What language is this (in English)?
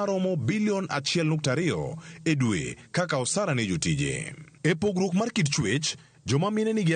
Luo (Kenya and Tanzania)